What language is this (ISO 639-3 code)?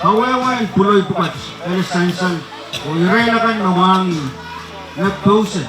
pon